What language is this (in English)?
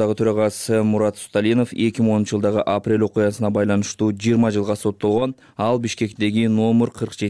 Kyrgyz